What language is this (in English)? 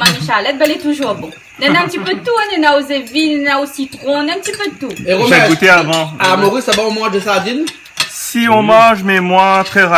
Réunion Creole French